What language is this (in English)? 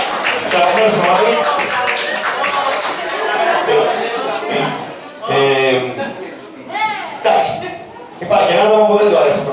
Greek